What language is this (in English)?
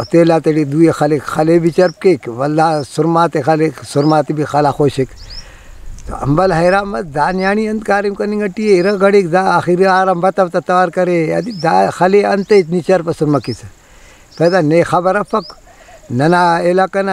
Brahui